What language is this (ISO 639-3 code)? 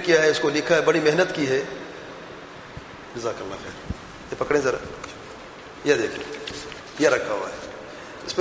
urd